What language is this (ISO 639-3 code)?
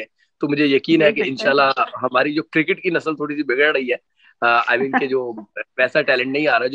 hin